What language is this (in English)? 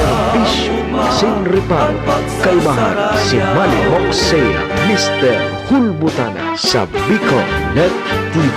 Bikol